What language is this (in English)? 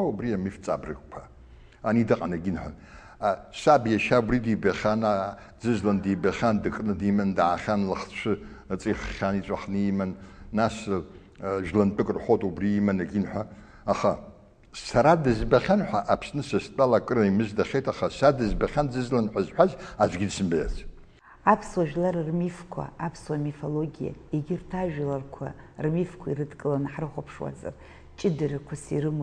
Abkhazian